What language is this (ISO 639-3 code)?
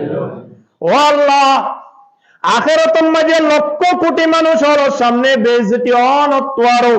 rhg